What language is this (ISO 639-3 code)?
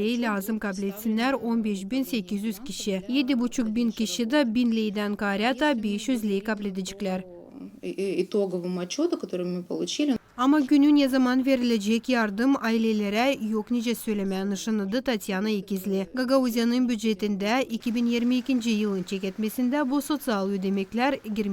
gag